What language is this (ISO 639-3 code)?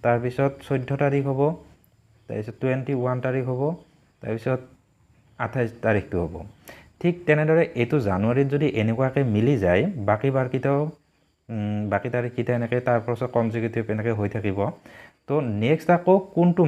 asm